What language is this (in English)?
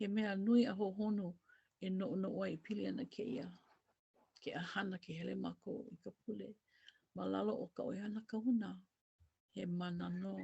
Hawaiian